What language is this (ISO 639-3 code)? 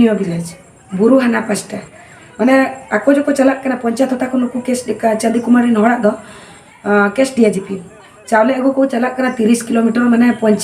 sat